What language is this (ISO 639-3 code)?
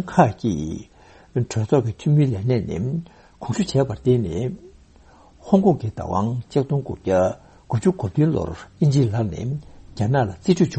bod